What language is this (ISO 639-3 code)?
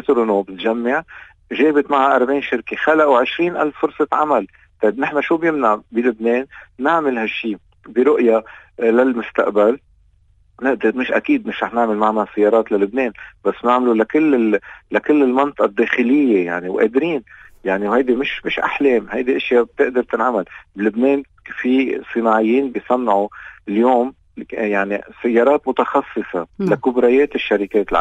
apc